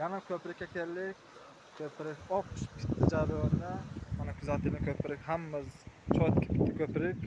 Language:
Uzbek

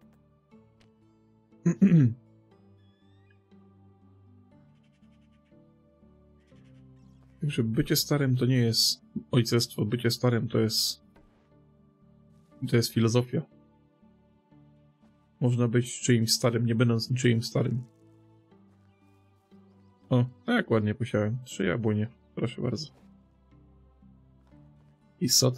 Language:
Polish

